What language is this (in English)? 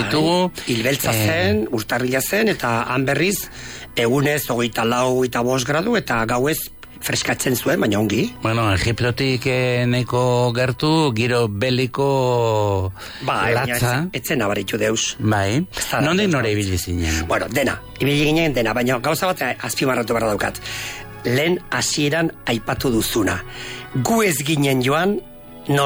Basque